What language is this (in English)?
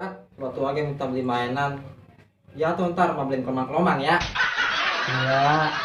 Betawi